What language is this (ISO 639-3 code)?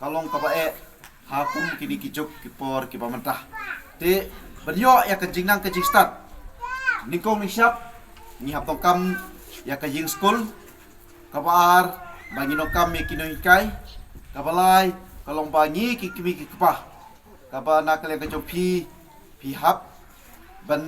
kha